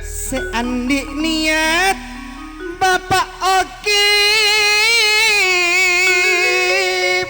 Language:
Madurese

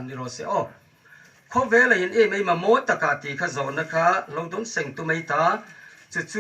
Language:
Hmar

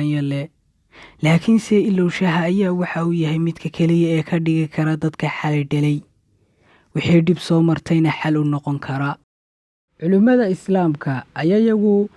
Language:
Somali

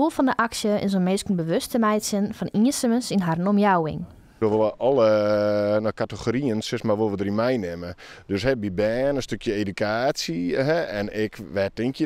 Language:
Western Frisian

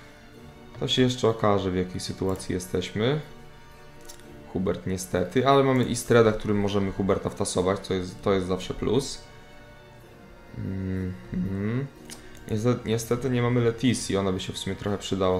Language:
Polish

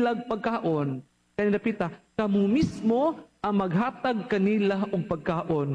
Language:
Cebuano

